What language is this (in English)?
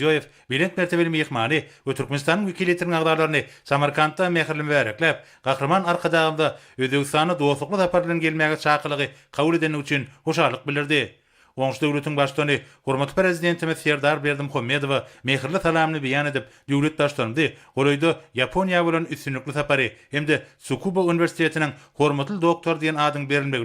Turkmen